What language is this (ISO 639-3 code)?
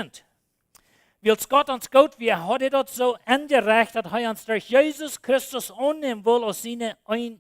pdt